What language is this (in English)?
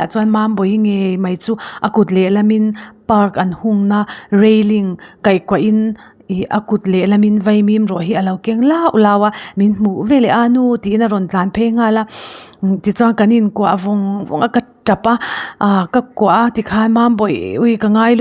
Mizo